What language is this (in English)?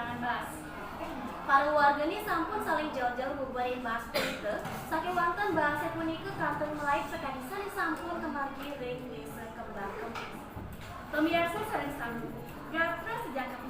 Balinese